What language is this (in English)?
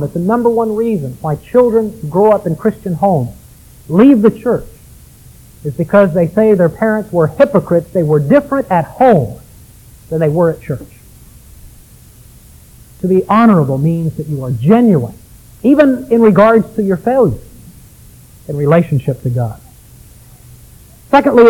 English